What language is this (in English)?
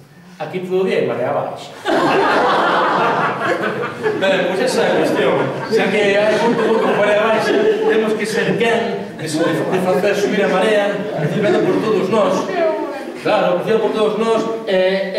Galician